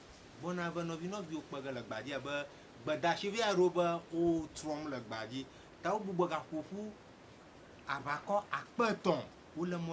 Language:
Ewe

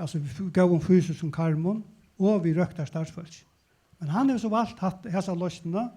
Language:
Faroese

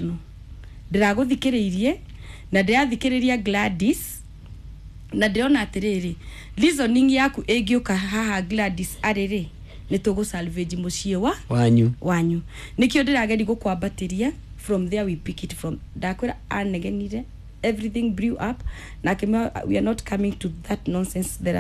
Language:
Kikuyu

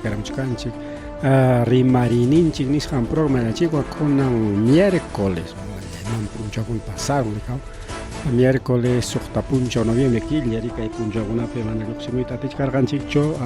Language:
Ayacucho Quechua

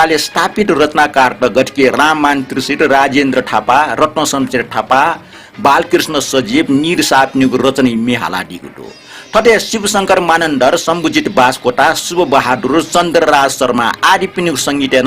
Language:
Newari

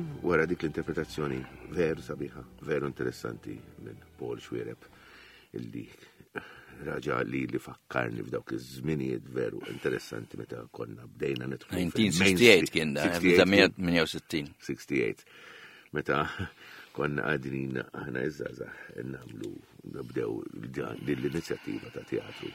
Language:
Maltese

